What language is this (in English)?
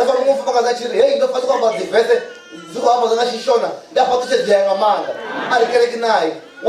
Venda